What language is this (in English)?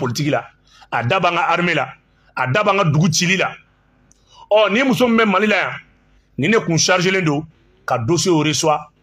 Bambara